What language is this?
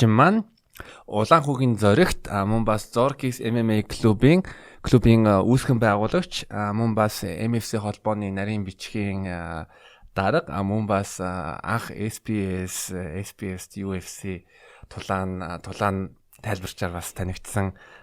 Mongolian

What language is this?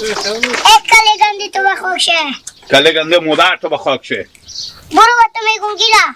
Hazaragi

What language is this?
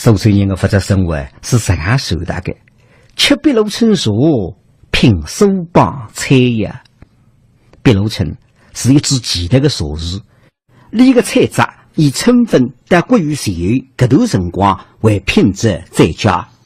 Wu Chinese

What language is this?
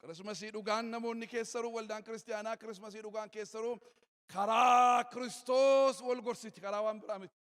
Oromo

